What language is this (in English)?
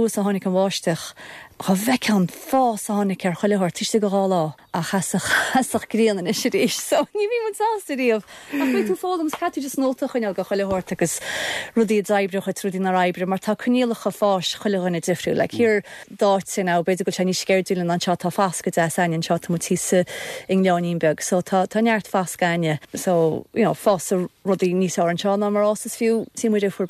Irish